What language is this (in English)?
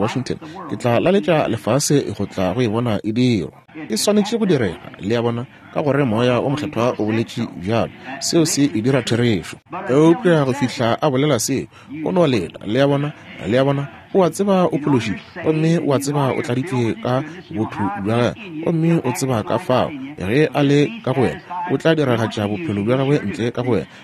Northern Sotho